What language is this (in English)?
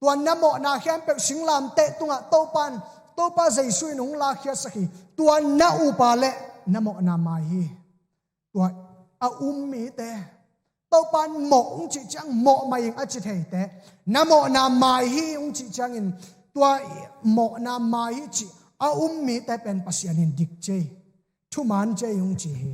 Tedim Chin